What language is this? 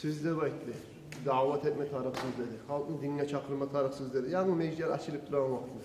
Kumyk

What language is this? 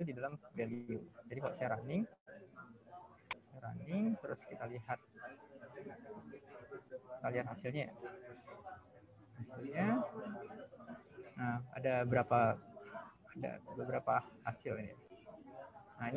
Indonesian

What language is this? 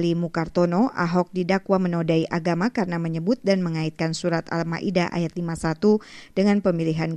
Indonesian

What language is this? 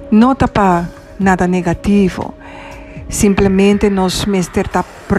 Papiamento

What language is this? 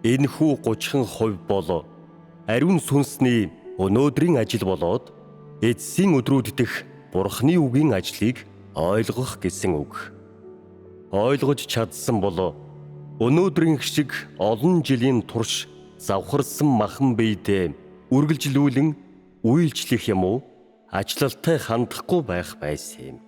Mongolian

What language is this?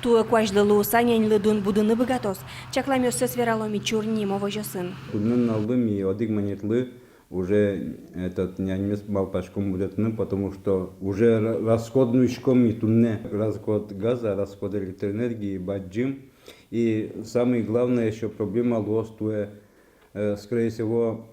Udmurt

